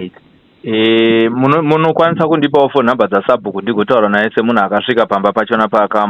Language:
Shona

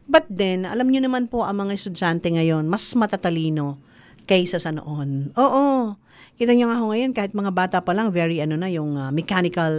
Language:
Filipino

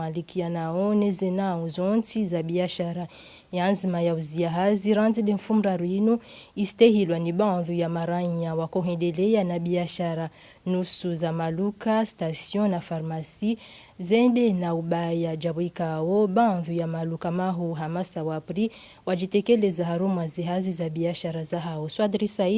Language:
Ngazidja Comorian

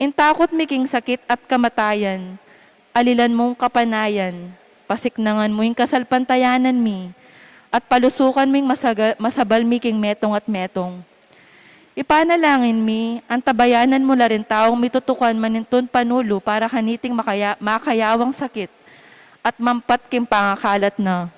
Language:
Pampanga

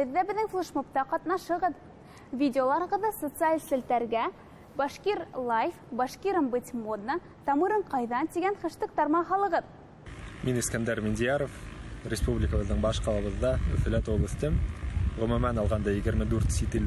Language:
Bashkir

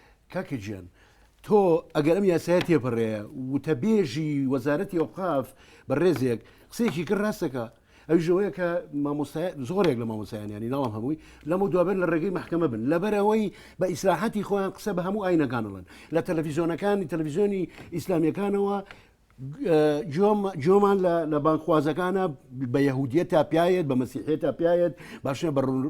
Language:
Central Kurdish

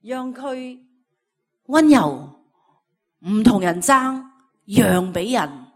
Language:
Cantonese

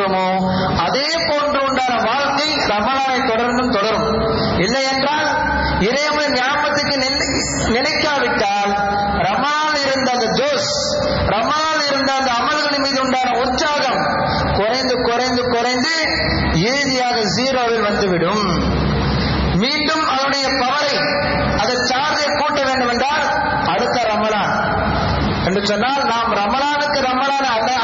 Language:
Tamil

